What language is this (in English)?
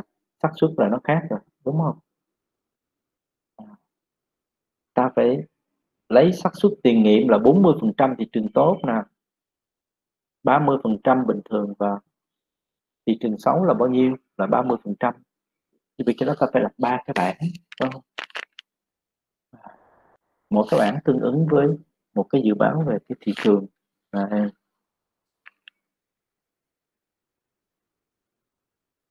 Vietnamese